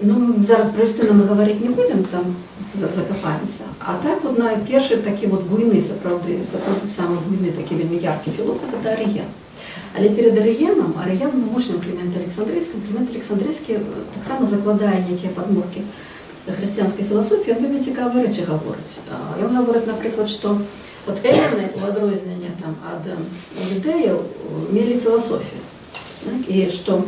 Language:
Belarusian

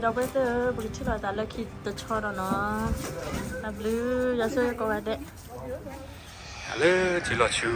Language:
S'gaw Karen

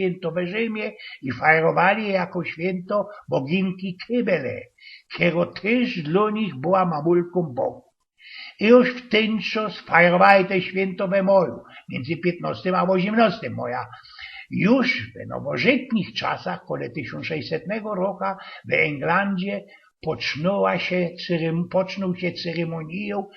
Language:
Silesian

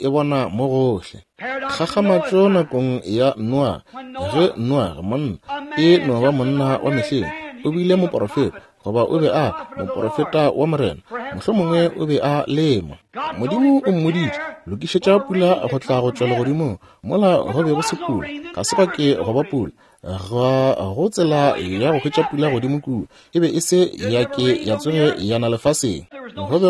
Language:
Northern Sotho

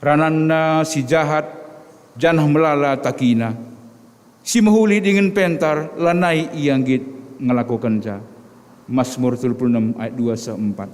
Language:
Batak Karo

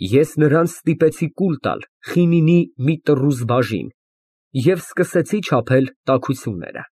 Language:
Armenian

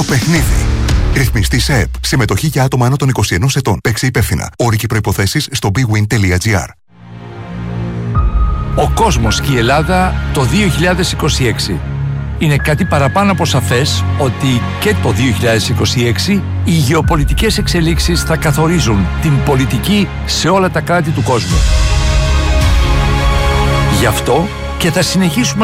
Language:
Greek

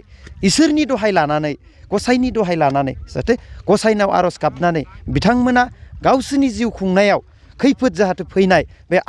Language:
Bodo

